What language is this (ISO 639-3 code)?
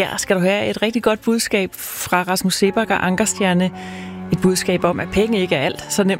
dan